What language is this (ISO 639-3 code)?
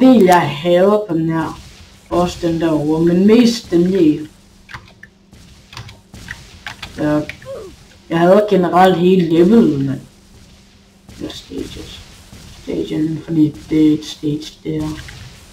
dan